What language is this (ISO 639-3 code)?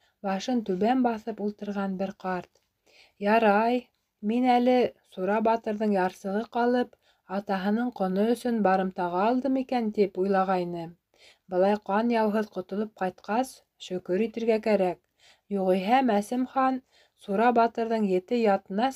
bak